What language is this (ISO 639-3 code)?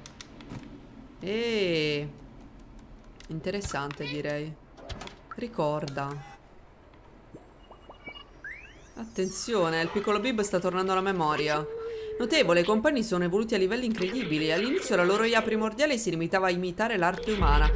ita